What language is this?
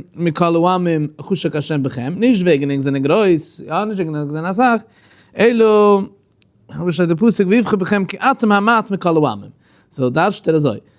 Yiddish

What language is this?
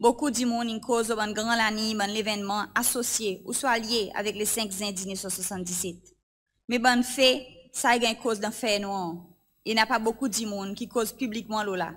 Seselwa Creole French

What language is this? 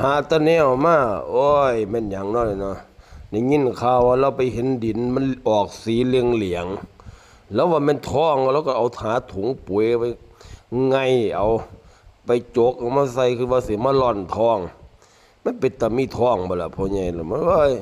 Northeastern Thai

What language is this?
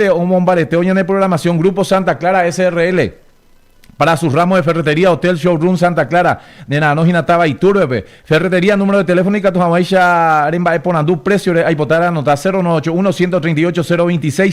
Guarani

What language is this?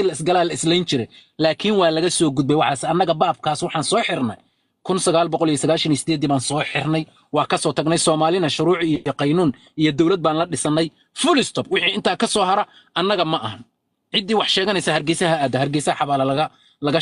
Somali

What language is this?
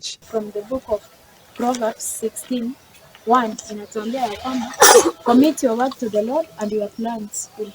Gusii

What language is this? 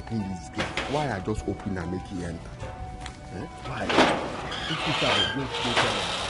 Nigerian Pidgin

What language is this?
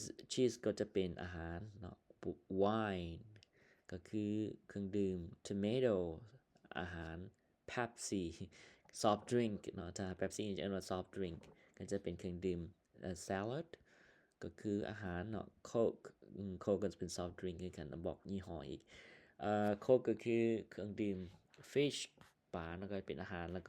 Lao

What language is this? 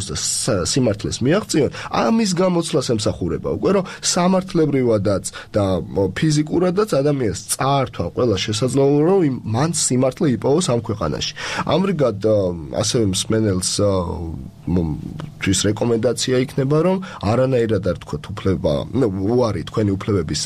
Georgian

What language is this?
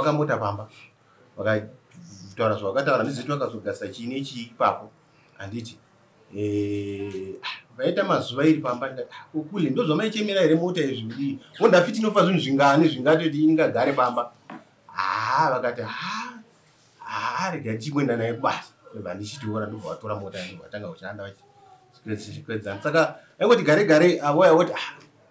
Shona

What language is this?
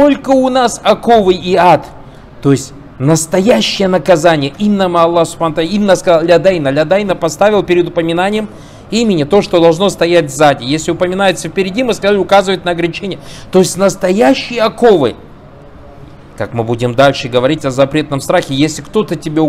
Russian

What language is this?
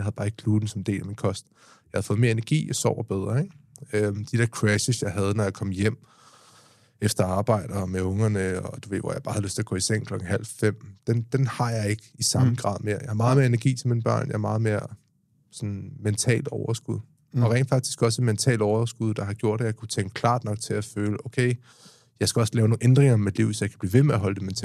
Danish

